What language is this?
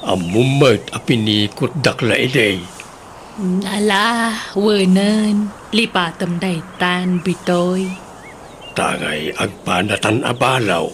Iloko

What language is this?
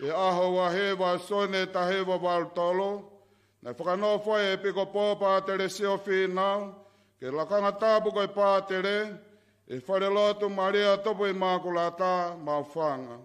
Tongan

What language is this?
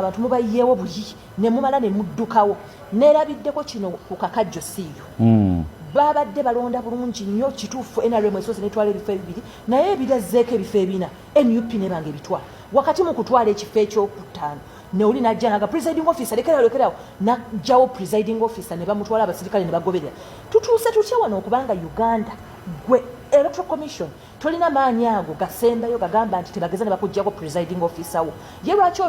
Ganda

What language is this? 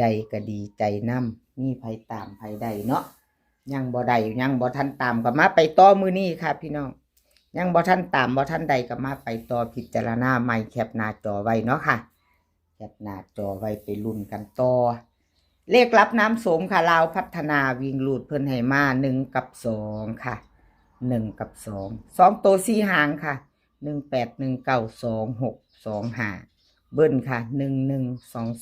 Northeastern Thai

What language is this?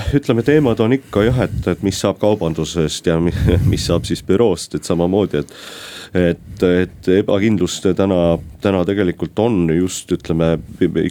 Estonian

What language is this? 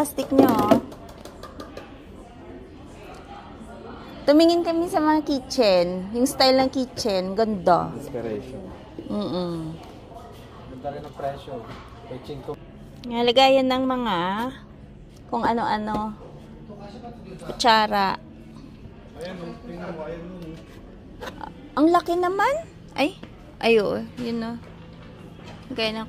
Filipino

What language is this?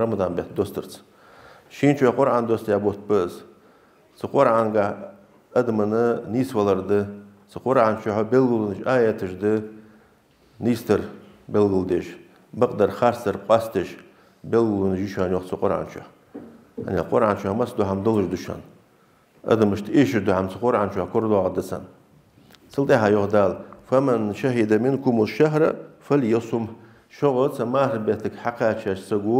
Ingush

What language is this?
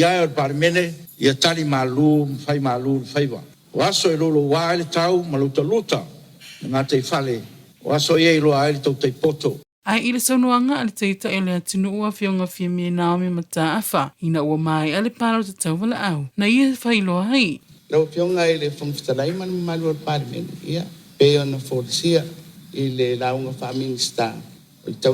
Samoan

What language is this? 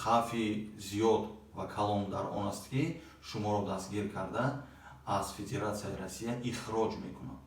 Tajik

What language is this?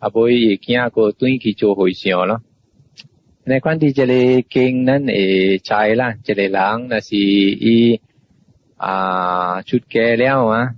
Min Nan Chinese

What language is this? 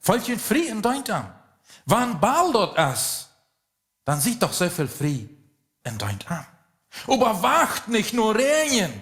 Plautdietsch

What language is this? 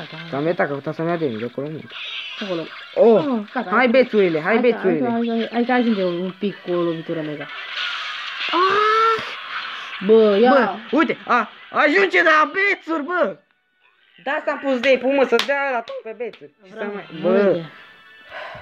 Romanian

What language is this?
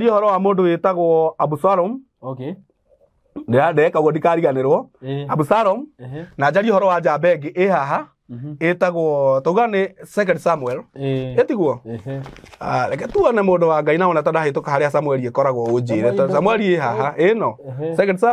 Kikuyu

